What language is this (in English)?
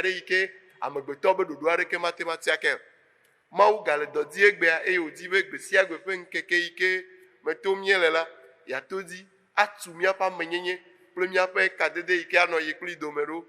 Ewe